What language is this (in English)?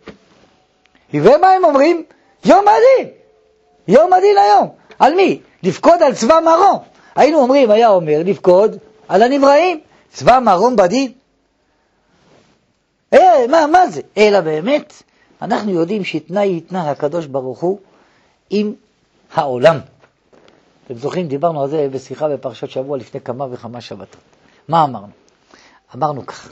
Hebrew